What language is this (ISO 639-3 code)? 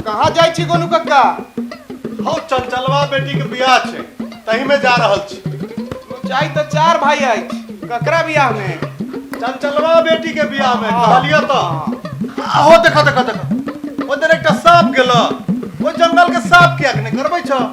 mai